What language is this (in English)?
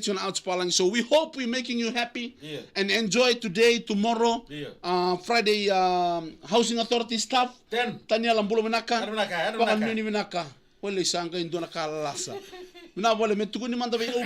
Fijian